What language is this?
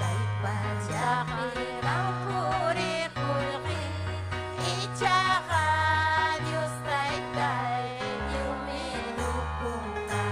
Ayacucho Quechua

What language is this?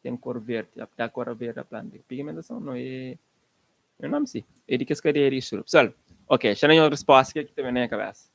Kabuverdianu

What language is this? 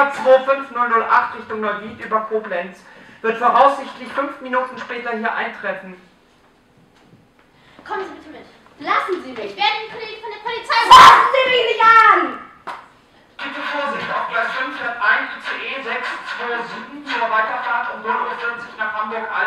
German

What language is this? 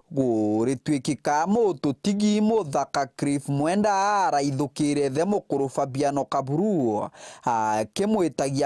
Meru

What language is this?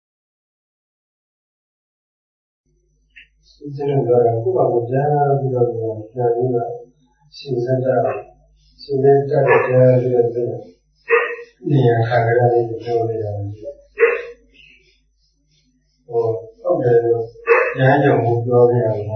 Burmese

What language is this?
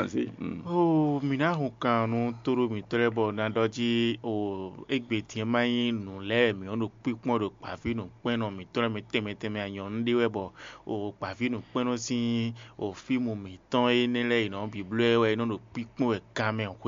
Fon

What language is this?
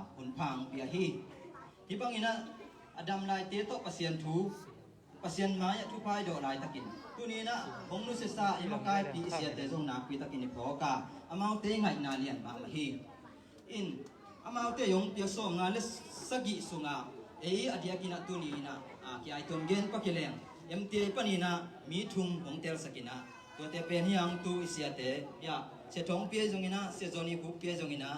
Tedim Chin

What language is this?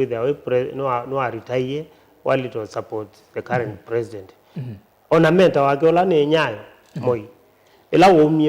Kamba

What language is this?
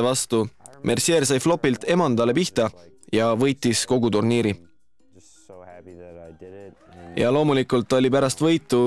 Estonian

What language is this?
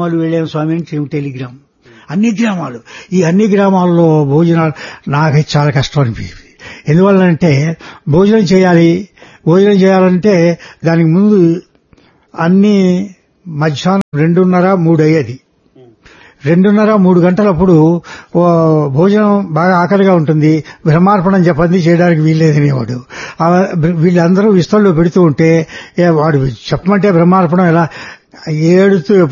Telugu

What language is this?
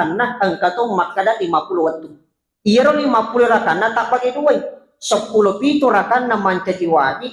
Buginese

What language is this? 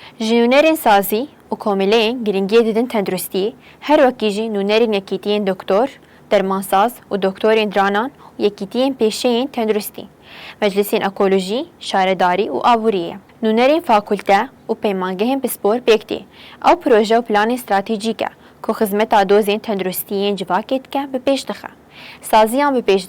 Kurdish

